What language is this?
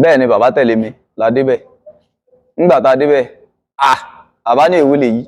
Yoruba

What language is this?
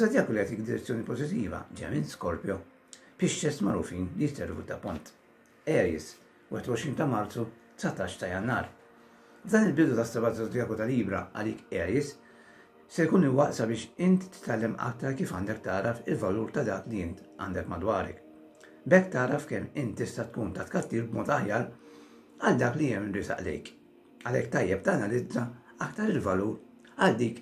Maltese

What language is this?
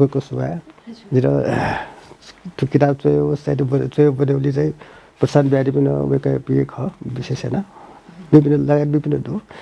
Newari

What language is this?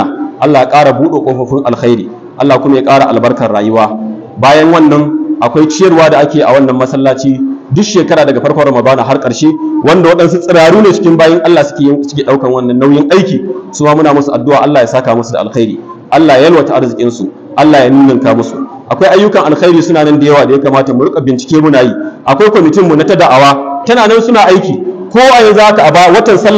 Hausa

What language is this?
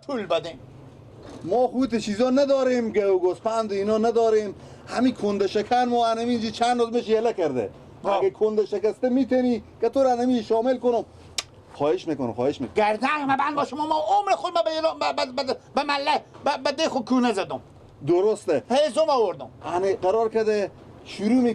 Persian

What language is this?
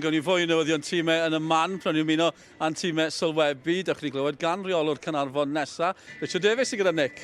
Welsh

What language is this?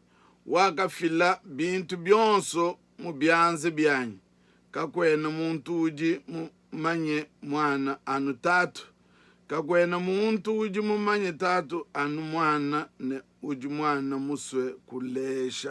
Luba-Lulua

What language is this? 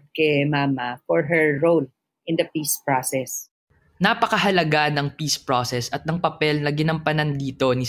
Filipino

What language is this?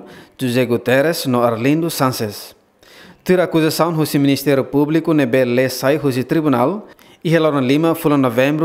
Tetum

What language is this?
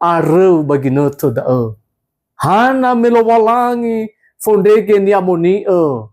Nias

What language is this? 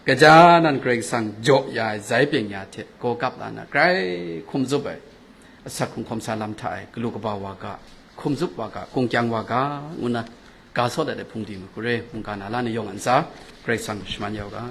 Kachin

